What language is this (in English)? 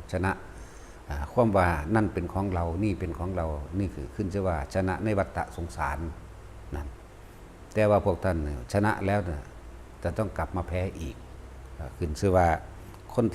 Lao